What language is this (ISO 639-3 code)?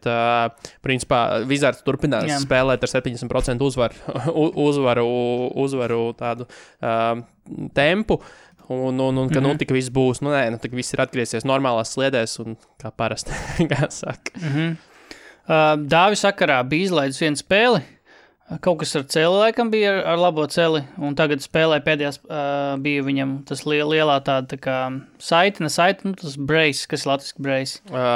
lav